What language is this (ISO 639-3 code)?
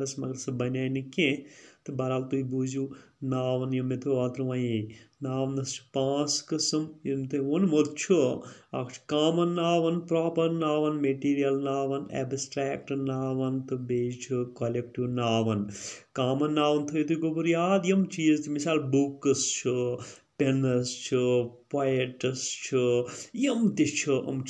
kas